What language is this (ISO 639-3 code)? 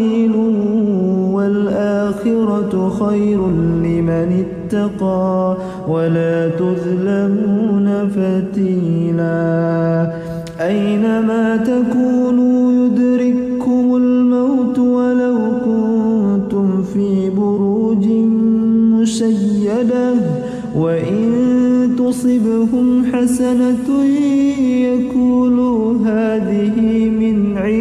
ara